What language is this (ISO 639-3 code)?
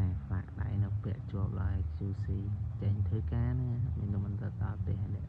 khm